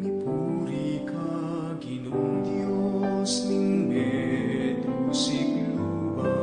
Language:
Pampanga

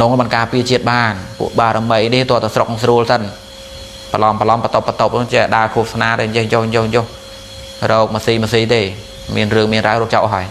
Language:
Khmer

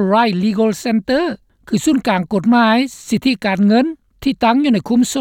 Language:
Lao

